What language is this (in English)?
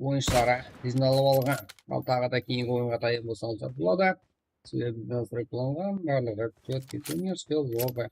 Kara-Kalpak